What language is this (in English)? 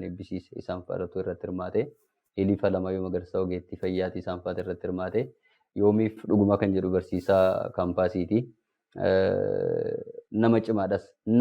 Oromo